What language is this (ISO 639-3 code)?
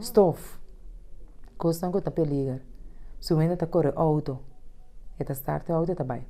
pap